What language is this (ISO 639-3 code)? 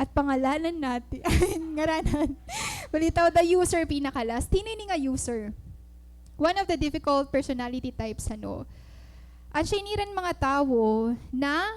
war